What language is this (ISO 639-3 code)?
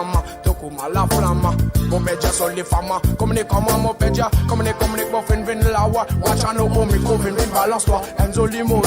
mfe